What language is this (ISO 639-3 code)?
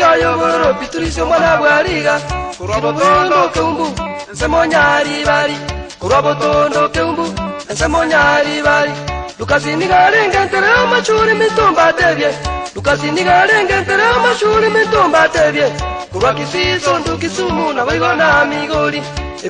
guz